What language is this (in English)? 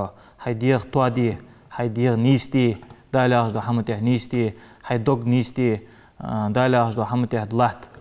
Ingush